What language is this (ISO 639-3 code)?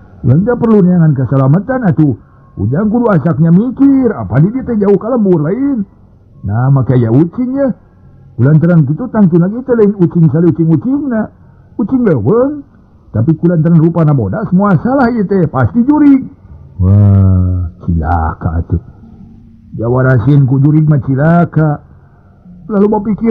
sun